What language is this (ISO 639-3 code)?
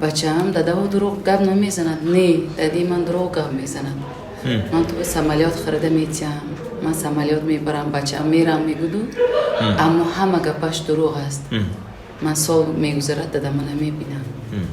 tgk